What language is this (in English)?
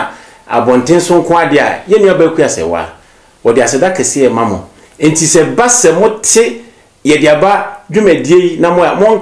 Akan